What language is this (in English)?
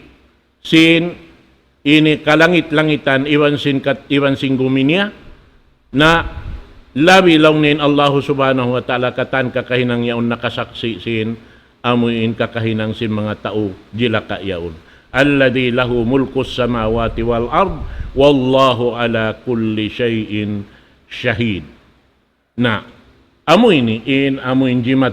Tausug